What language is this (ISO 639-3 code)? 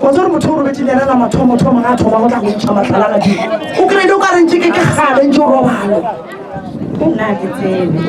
nso